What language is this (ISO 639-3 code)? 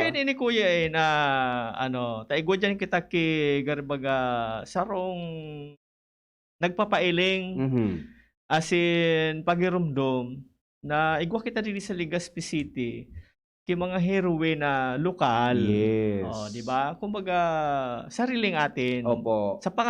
bik